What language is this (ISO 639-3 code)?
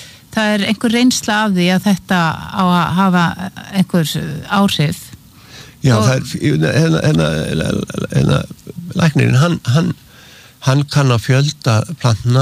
isl